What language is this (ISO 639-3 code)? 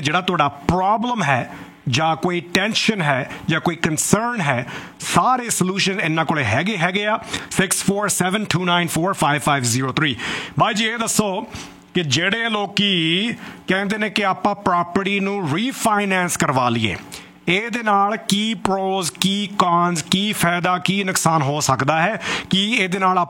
pan